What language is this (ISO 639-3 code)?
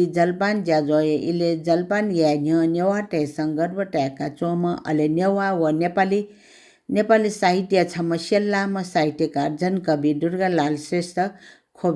new